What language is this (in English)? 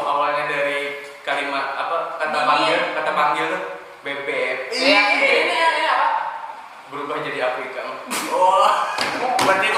Banjar